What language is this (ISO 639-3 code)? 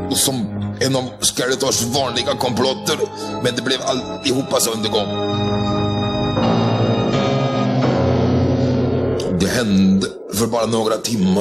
swe